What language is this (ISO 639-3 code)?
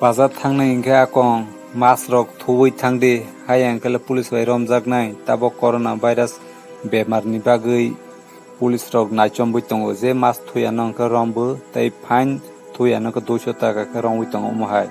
trp